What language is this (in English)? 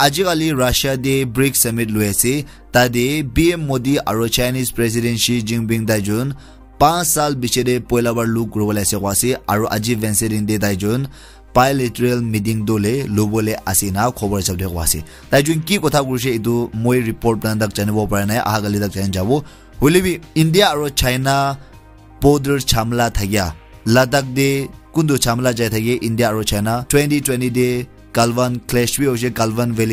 Naga Pidgin